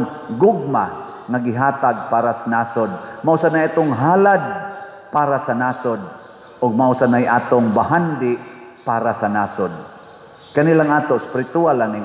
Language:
Cebuano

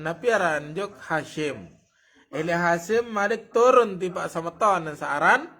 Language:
Sasak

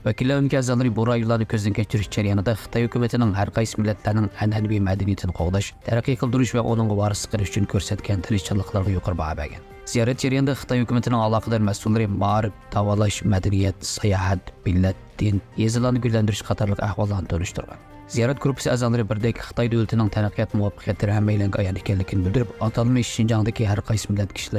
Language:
Uyghur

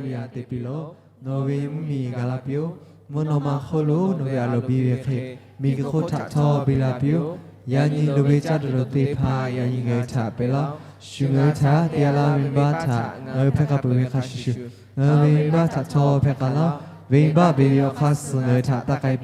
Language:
Lahu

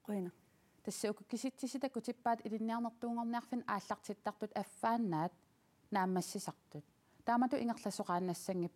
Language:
Kalaallisut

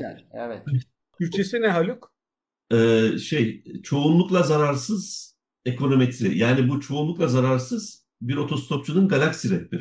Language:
Turkish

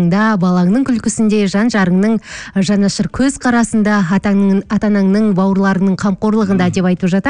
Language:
Kazakh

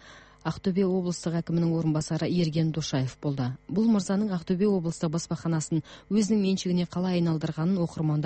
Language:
Kazakh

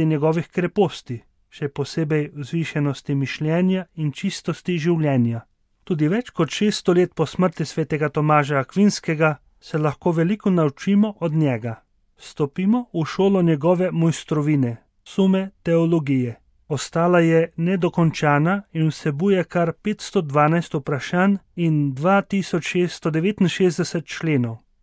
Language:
Slovenian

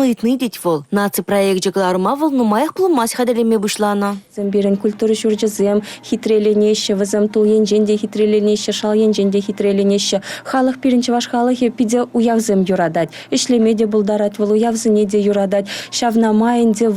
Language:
Chuvash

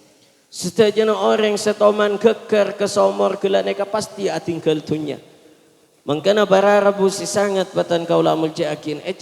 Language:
Madurese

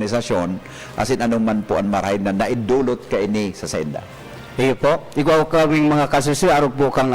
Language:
Bikol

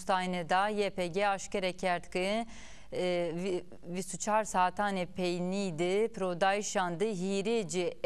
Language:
Zaza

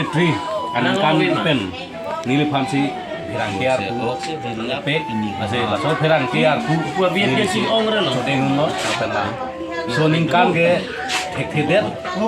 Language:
Karbi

